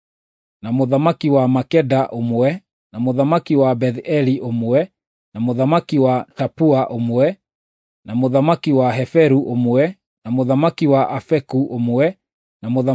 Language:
Kikuyu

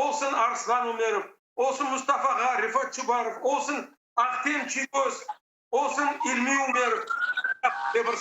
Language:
Crimean Tatar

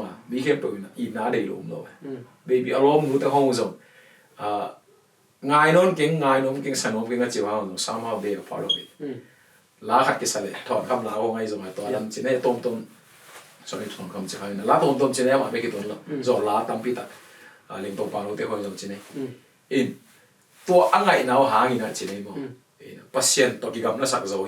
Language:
Tedim Chin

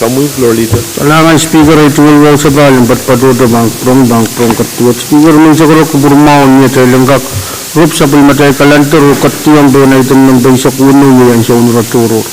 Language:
Pohnpeian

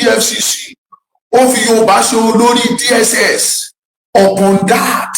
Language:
Yoruba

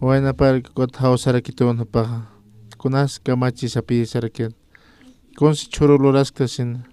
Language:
Aymara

